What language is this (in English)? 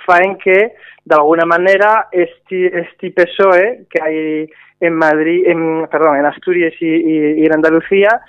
Spanish